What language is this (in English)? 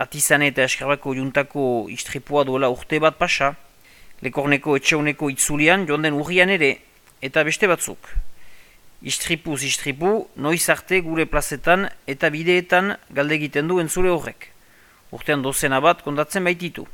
Basque